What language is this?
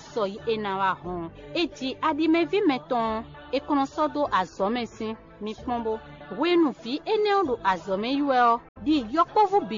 Fon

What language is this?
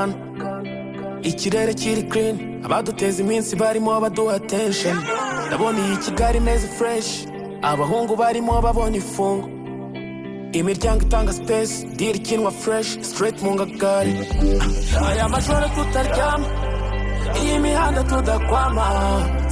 Kinyarwanda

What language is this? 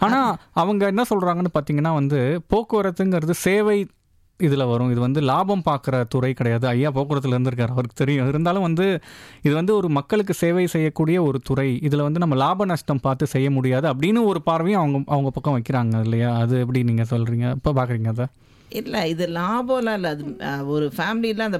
Tamil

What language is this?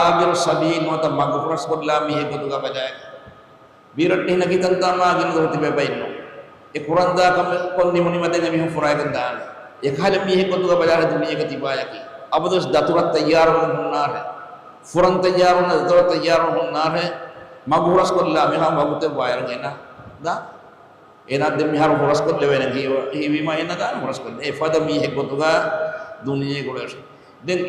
Divehi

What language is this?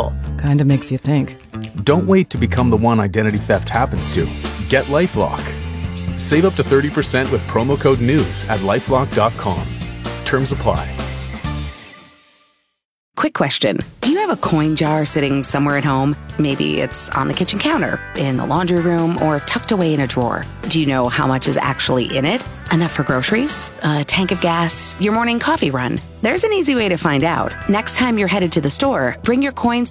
English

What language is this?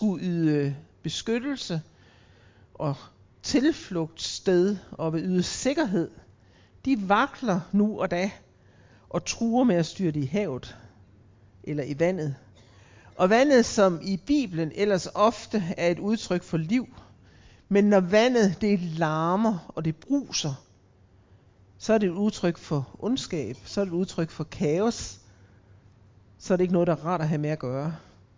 Danish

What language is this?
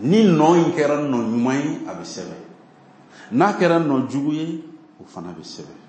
Bambara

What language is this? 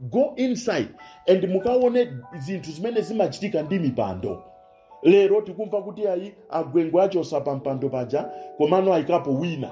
Nyanja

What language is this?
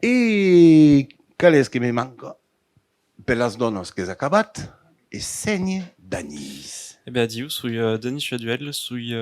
Occitan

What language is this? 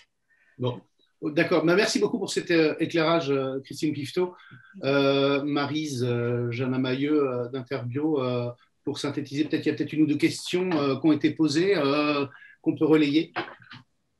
French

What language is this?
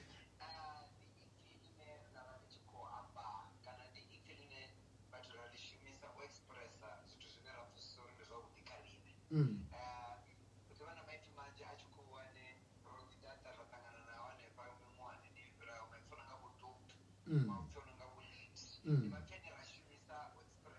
Venda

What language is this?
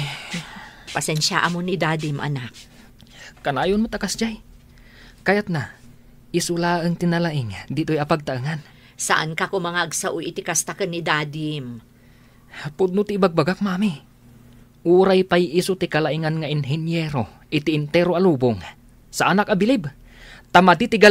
Iloko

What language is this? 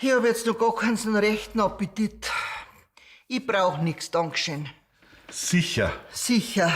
Bavarian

